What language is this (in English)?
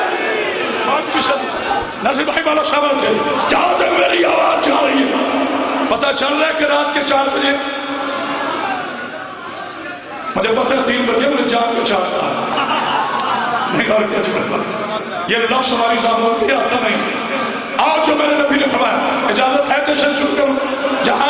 Urdu